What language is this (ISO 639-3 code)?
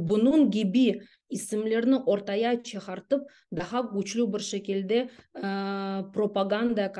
crh